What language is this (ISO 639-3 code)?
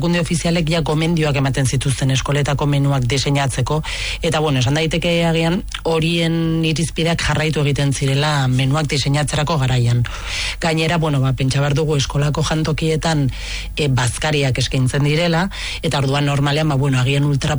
eus